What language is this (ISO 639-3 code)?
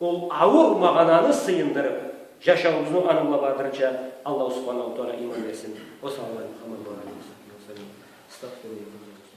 krc